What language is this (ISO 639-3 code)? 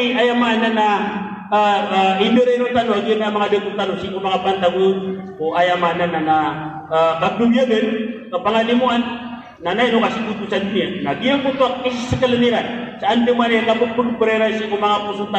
mrw